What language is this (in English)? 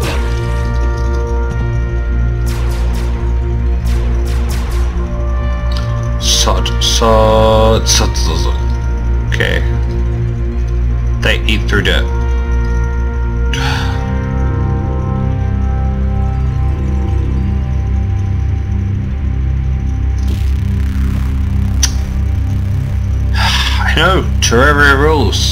English